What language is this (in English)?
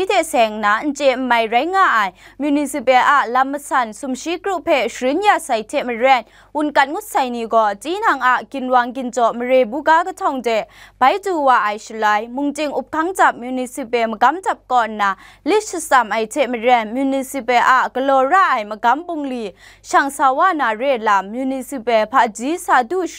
Kachin